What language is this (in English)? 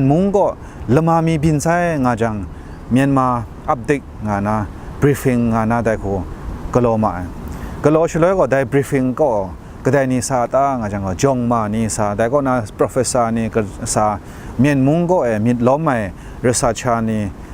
Kachin